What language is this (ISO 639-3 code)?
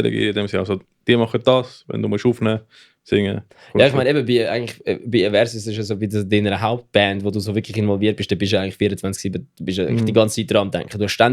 gsw